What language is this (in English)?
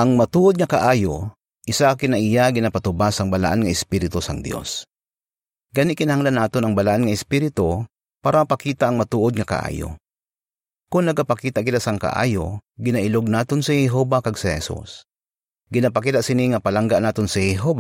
Hiligaynon